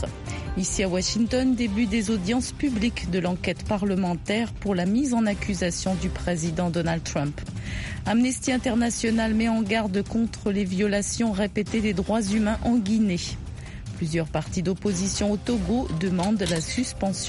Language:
French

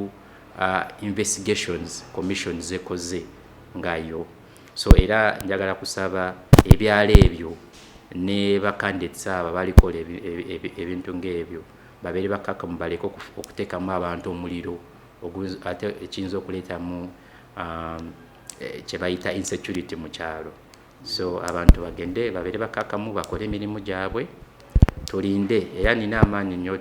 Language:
Ganda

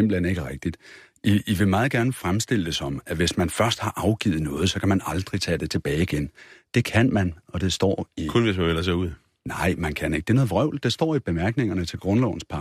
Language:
Danish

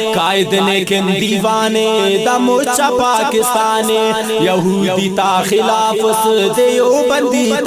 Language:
Brahui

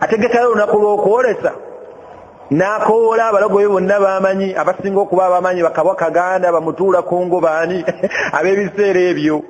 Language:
Ganda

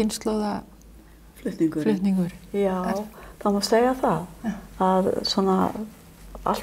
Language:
Icelandic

